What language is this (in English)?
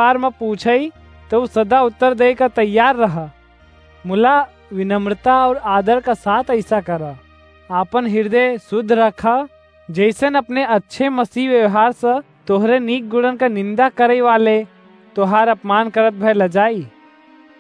Awadhi